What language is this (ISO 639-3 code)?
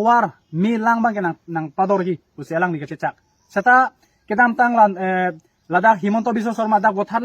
mjw